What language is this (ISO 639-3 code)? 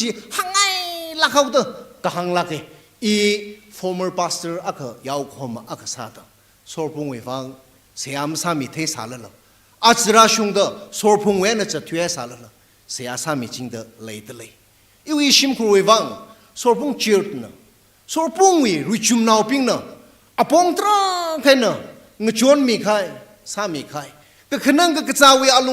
nmf